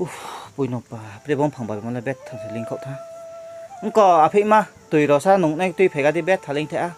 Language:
Riang (India)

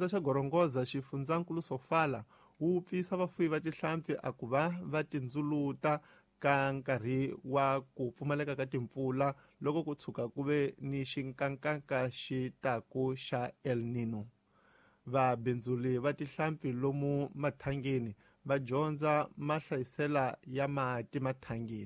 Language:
Tsonga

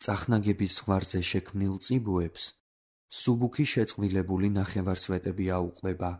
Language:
Georgian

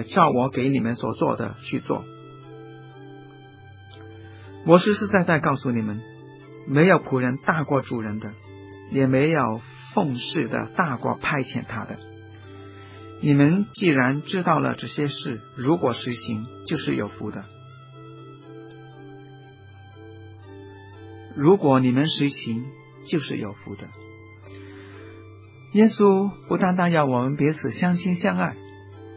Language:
Chinese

